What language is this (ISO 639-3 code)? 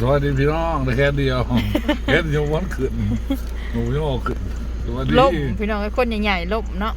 tts